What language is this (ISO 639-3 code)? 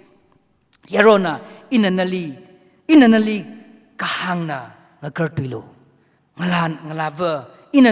nmf